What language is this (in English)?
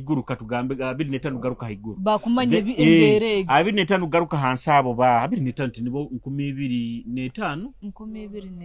Nyoro